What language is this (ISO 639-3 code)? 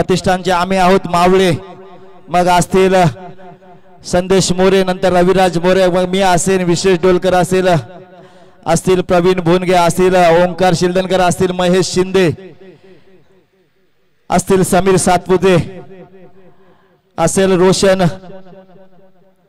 mar